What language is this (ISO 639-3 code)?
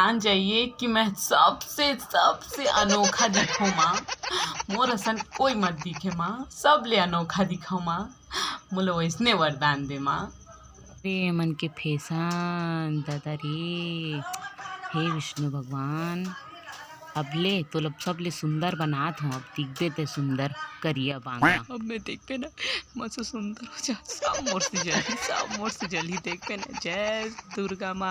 hne